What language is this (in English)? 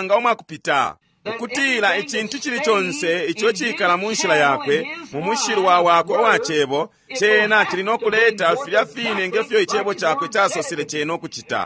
Bemba